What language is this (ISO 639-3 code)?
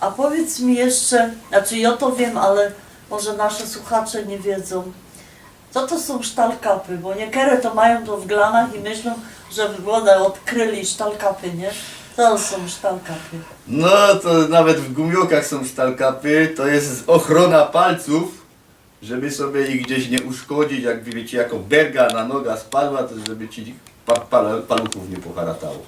szl